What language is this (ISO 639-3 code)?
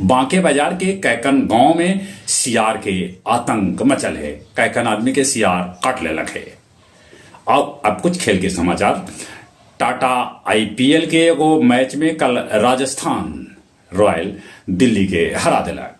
mag